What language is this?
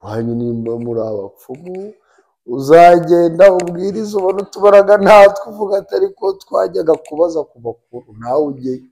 Kinyarwanda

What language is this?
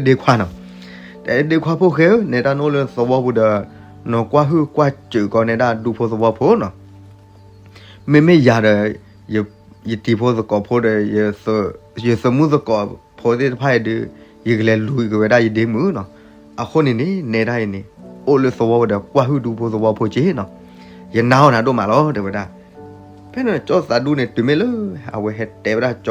S'gaw Karen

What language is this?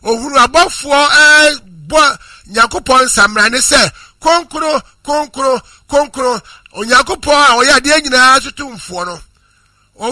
Akan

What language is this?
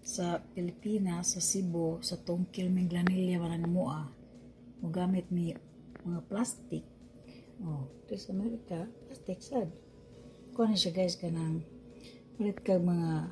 Cebuano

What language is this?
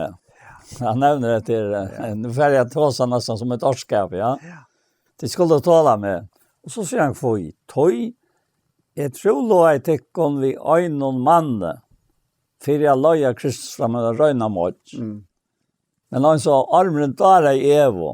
Faroese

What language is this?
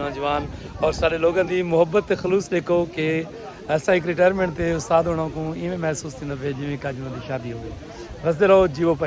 Saraiki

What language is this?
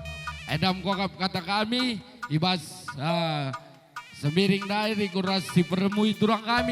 Batak Karo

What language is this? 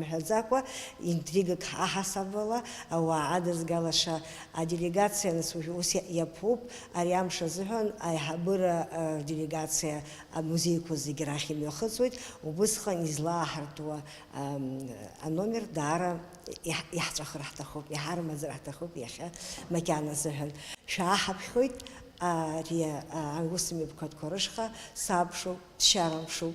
Abkhazian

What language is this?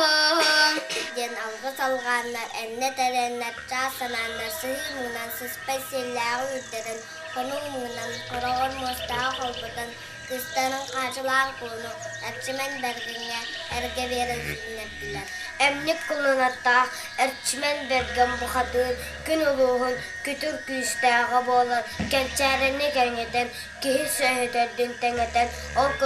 Yakut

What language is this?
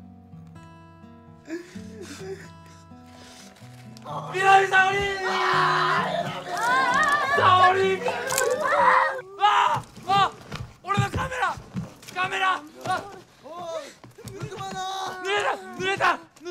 Japanese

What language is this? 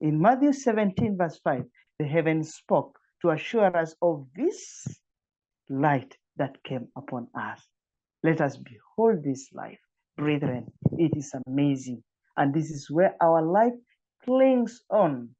English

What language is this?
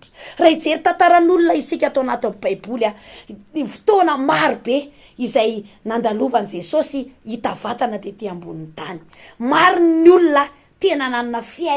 Malagasy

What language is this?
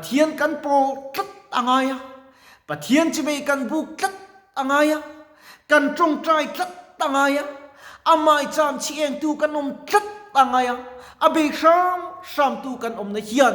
Mizo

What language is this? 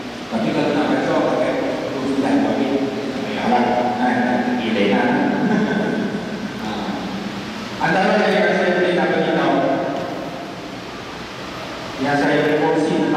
Malay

